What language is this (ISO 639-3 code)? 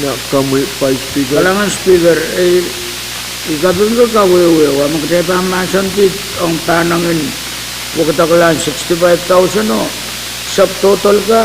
pon